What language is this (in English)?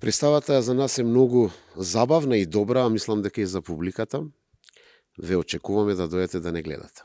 Macedonian